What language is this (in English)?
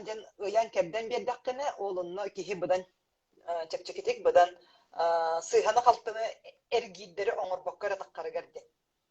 Yakut